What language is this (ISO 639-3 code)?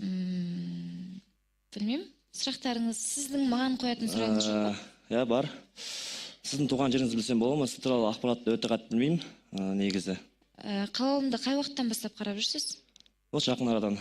kaz